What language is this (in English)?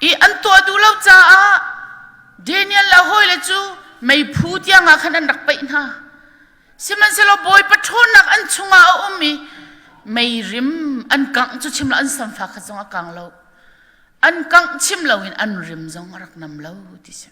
Hakha Chin